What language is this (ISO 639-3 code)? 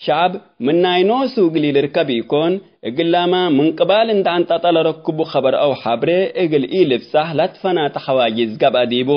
tig